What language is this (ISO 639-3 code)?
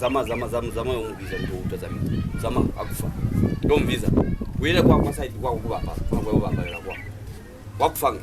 loz